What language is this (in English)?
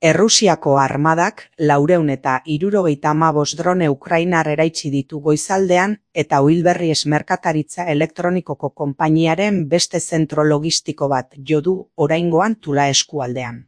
Basque